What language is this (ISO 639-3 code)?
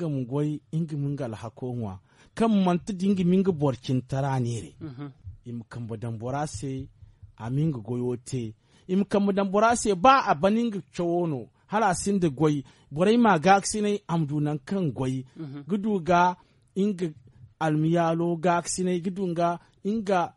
dje